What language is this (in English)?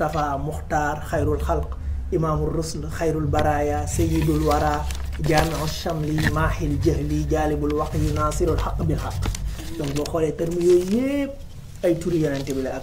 Wolof